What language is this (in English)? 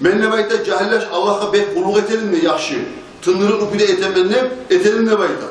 Kumyk